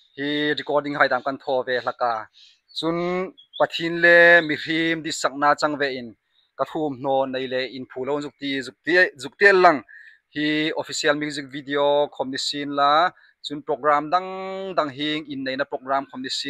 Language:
Hmar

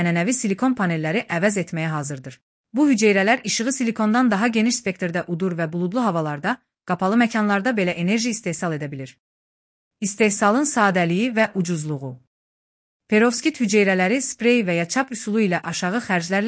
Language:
Azerbaijani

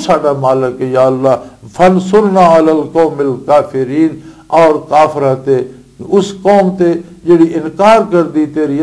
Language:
Western Panjabi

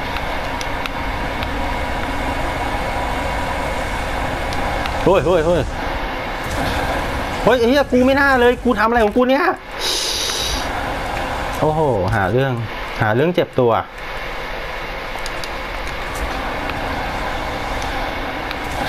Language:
Thai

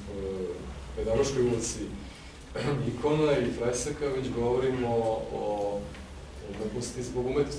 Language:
Serbian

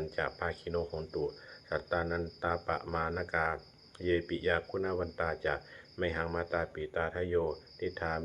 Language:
Pali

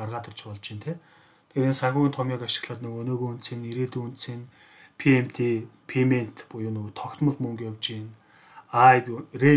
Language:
Mongolian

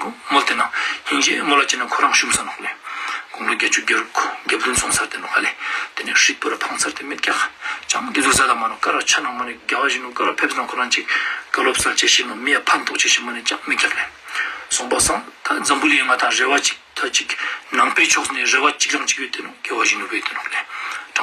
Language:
Ladakhi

